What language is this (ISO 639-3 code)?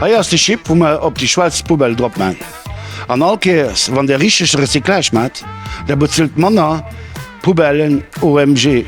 ltz